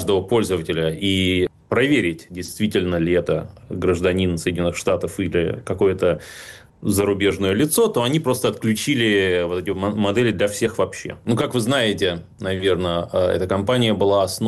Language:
Russian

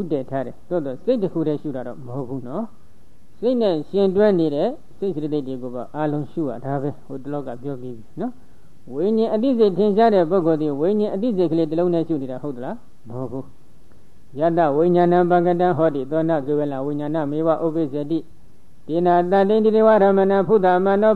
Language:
Burmese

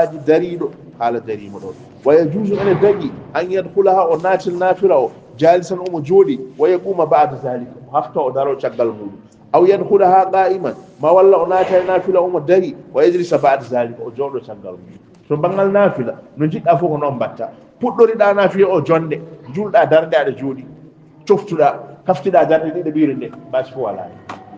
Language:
Fula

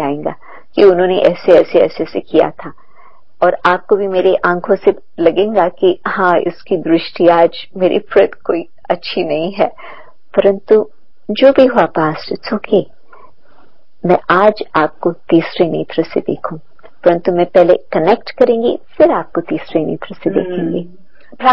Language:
Hindi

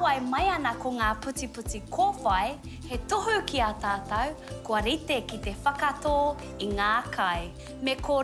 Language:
Māori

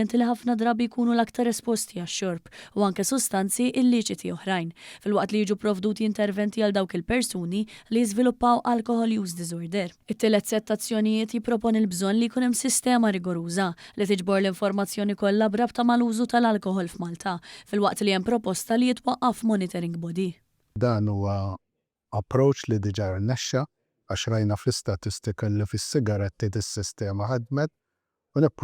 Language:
Maltese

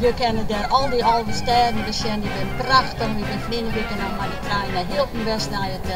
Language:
Western Frisian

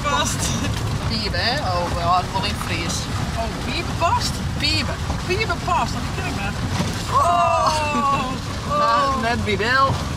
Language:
Western Frisian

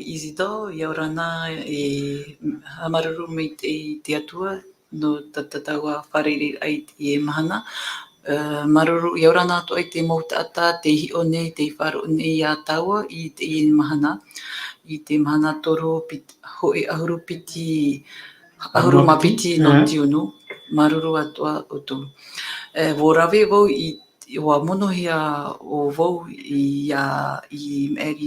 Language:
Tahitian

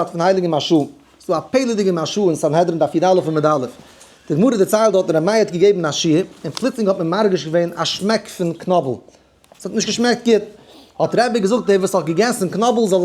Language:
Yiddish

